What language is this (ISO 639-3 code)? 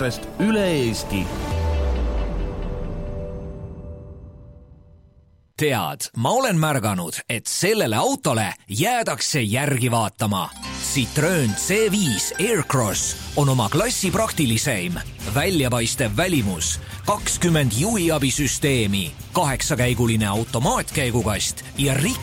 est